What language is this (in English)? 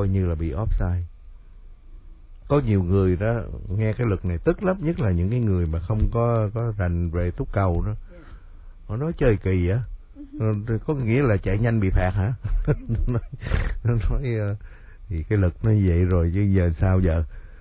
Vietnamese